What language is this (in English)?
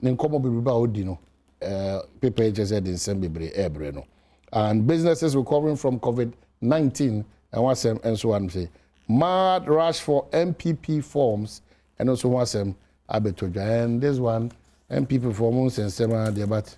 Akan